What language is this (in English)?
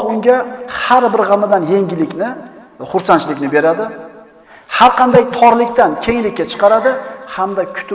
Uzbek